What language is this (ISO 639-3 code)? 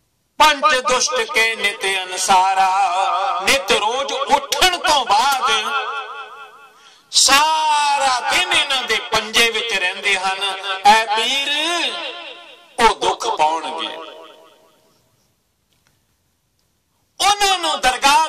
pan